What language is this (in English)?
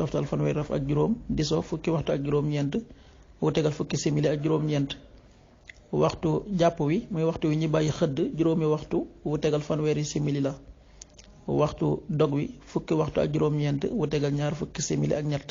Wolof